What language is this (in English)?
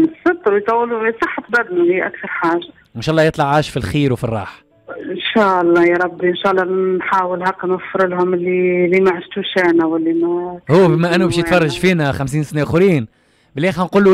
Tunisian Arabic